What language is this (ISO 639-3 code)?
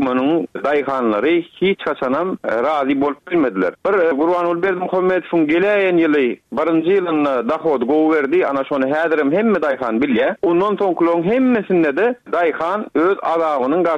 tuk